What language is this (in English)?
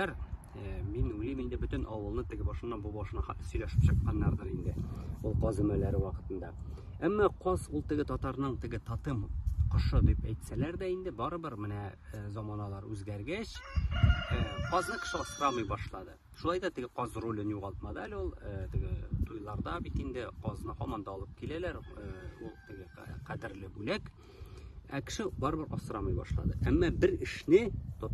Tatar